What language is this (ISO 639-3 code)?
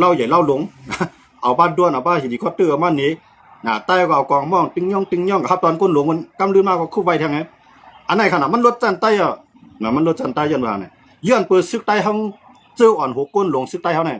shn